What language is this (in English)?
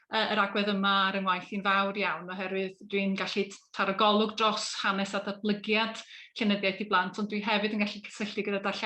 Welsh